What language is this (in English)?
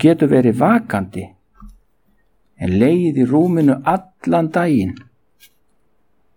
Icelandic